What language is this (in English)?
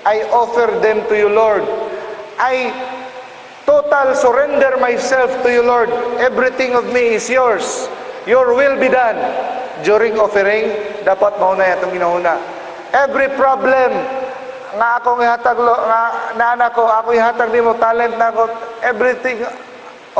Cebuano